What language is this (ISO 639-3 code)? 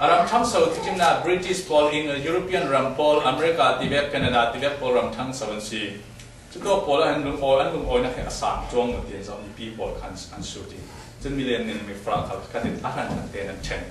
cfm